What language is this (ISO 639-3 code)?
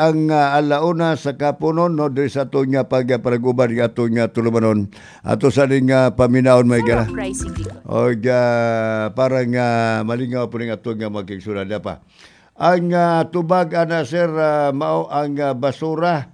ceb